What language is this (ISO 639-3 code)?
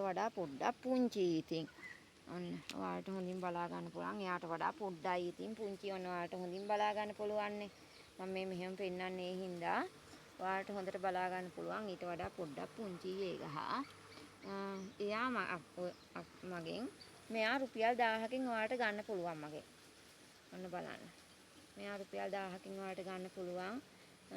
sin